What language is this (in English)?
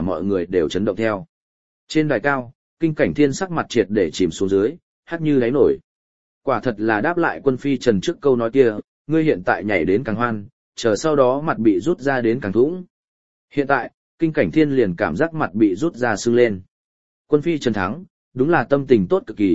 Vietnamese